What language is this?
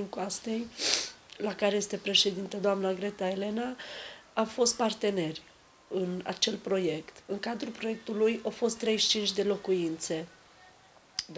Romanian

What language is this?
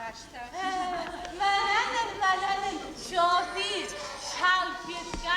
Ossetic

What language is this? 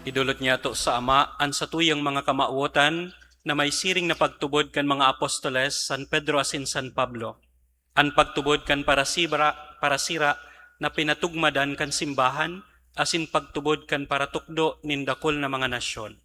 Bikol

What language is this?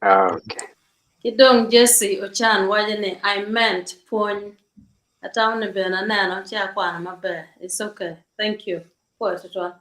Acoli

